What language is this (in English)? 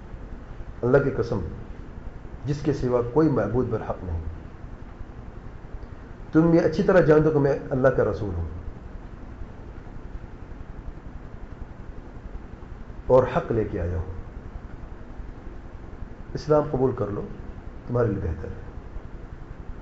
Urdu